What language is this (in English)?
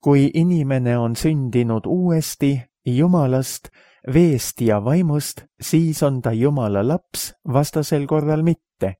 Estonian